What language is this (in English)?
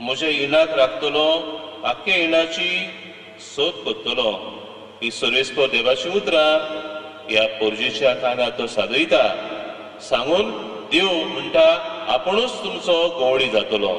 Konkani